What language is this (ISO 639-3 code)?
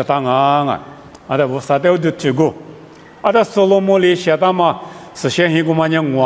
lis